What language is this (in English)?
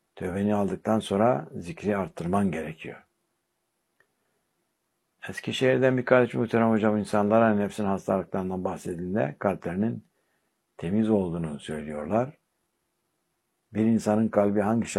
Turkish